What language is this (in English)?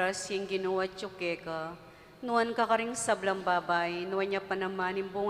Pampanga